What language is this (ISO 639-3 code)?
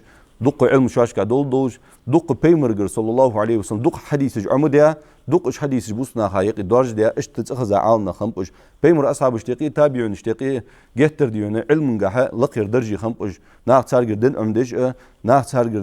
inh